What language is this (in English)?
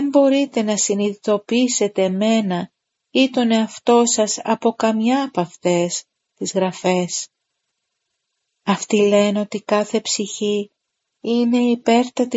Greek